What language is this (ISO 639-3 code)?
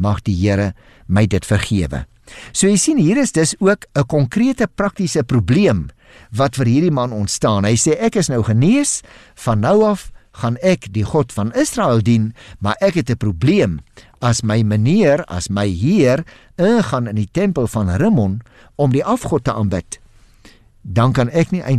afr